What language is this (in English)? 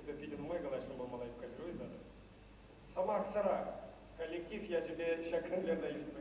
Chuvash